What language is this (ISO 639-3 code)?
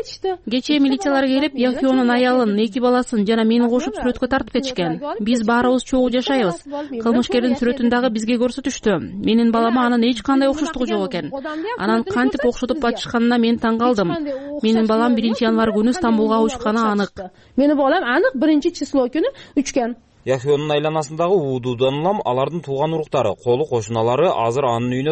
kir